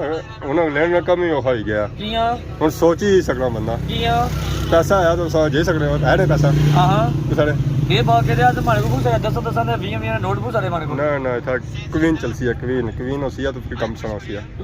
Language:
Pahari-Potwari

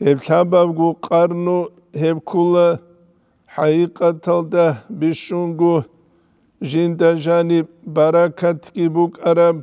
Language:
Avaric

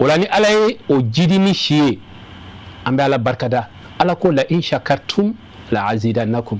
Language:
Bambara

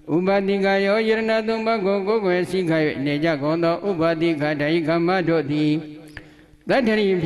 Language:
Burmese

